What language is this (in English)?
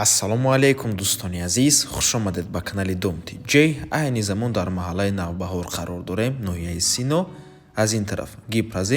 Tajik